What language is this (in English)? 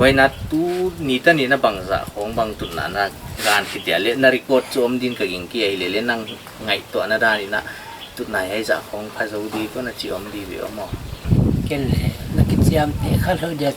Paite Chin